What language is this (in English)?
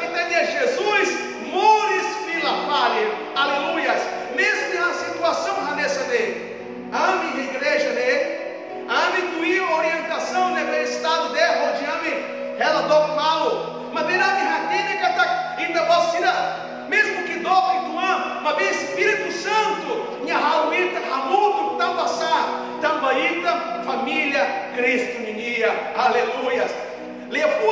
Tetum